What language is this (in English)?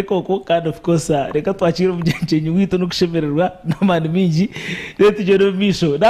Nyankole